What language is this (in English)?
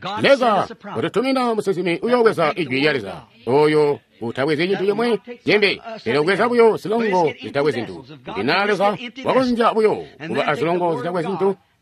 Tonga (Zambia)